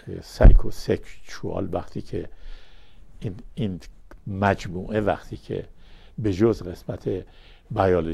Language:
Persian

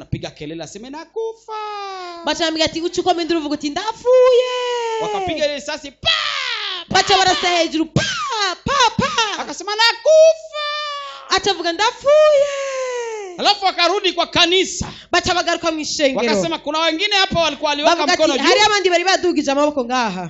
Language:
Rundi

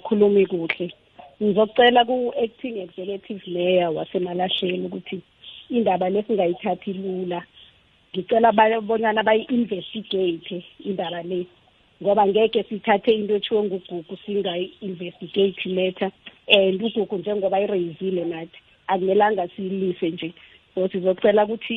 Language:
South Ndebele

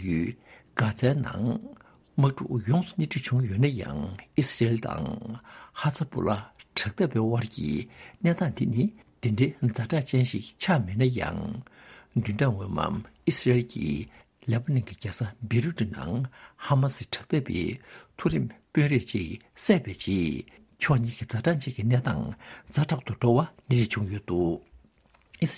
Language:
Tibetan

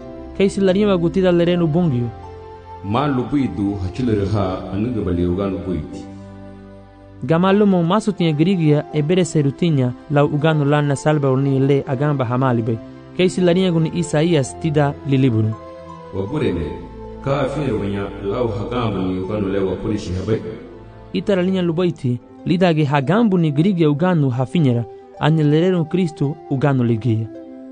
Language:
Garifuna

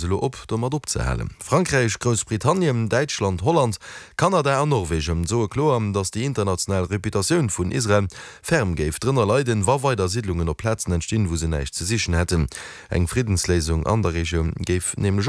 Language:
Luxembourgish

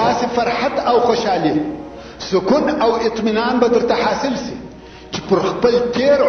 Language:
Pashto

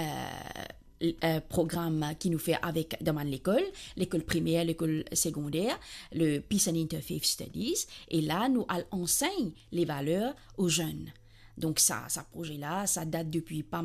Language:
Morisyen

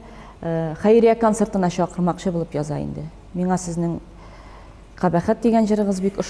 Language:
Tatar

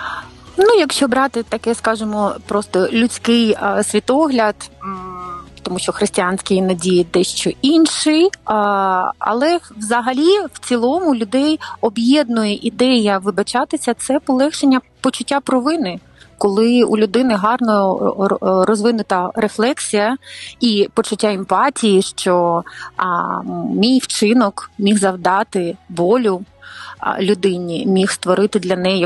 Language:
Ukrainian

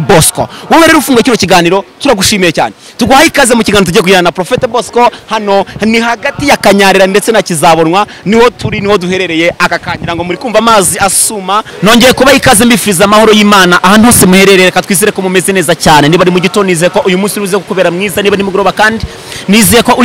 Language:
Kinyarwanda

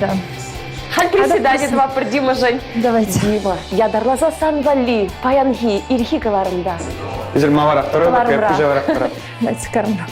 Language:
Chuvash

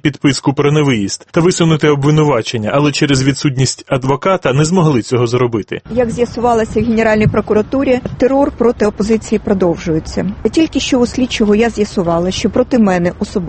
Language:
Ukrainian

